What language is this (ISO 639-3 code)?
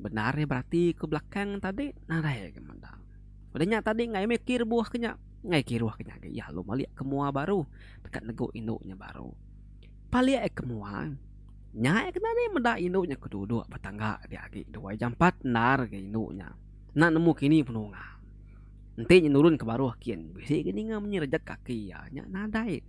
iba